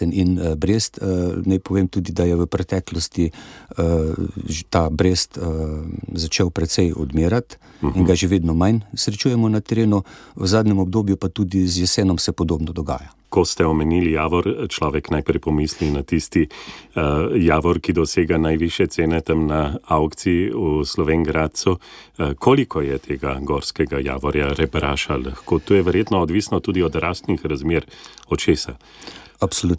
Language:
Slovenian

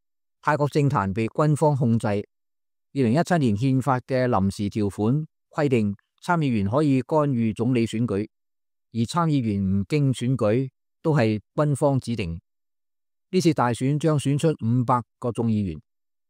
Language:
Cantonese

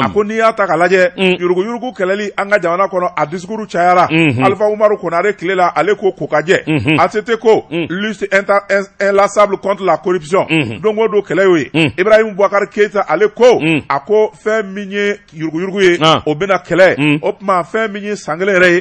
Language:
Bambara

